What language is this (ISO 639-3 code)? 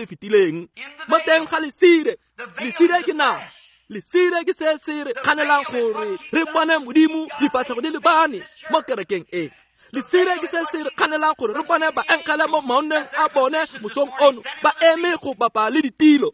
tsn